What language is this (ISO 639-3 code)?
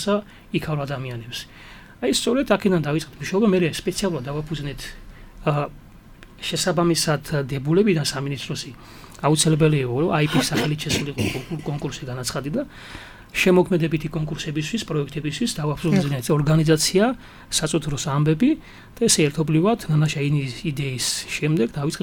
kat